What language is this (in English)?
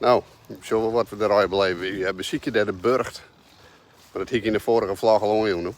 Western Frisian